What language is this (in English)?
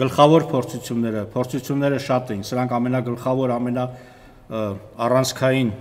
Armenian